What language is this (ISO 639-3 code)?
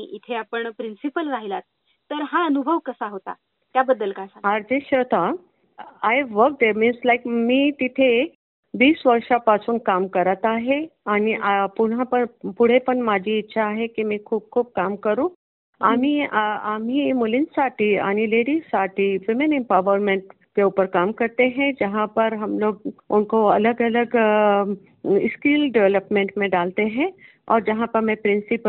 mar